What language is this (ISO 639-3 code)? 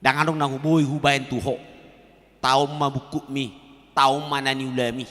bbc